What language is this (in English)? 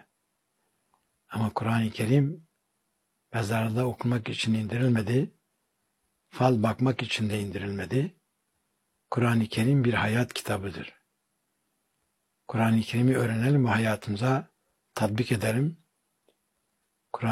Turkish